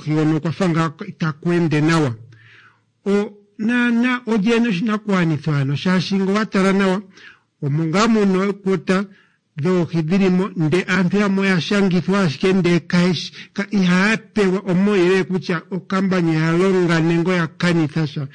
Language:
Kuanyama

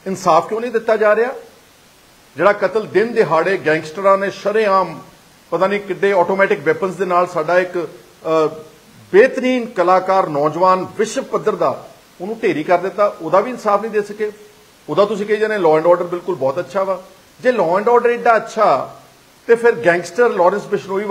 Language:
Punjabi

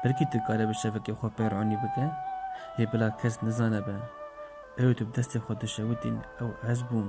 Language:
Kurdish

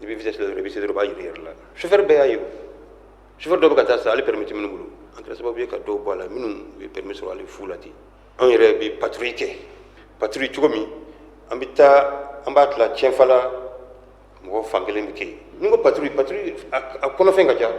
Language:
Bambara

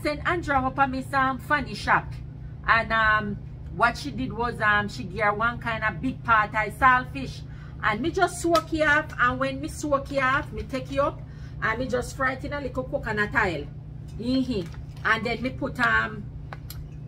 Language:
Jamaican Creole English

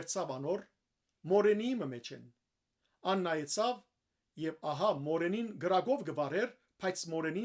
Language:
Western Armenian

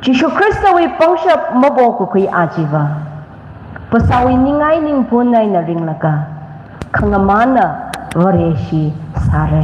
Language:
Tangkhul Naga (India)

